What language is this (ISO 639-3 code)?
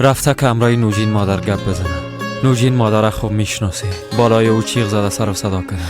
fas